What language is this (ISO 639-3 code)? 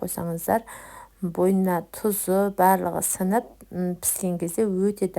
kaz